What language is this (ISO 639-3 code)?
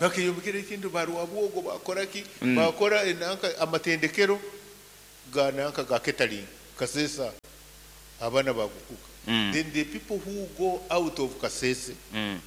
nyo